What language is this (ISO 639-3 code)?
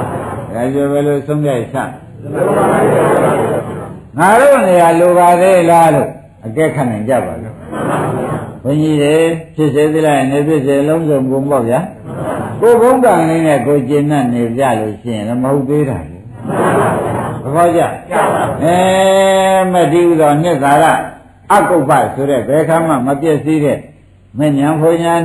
mya